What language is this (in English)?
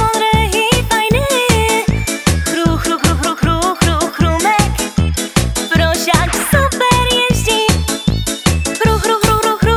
Polish